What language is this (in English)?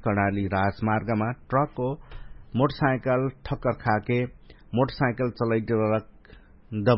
Dangaura Tharu